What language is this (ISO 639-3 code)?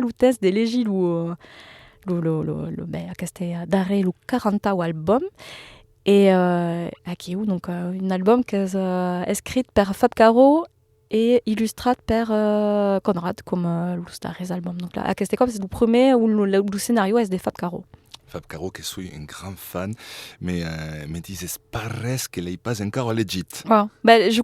oci